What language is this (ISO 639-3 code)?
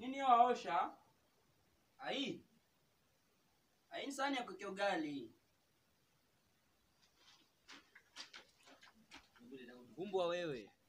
swa